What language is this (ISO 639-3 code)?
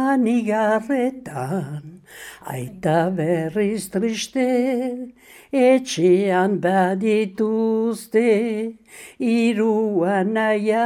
eus